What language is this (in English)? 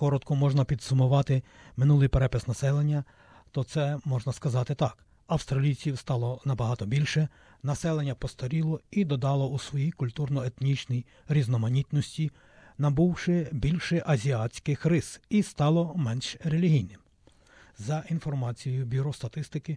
Ukrainian